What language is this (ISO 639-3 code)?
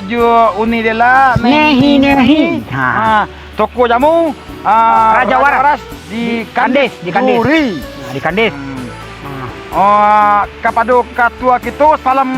min